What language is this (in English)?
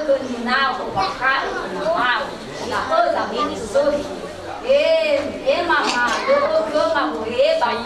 Nias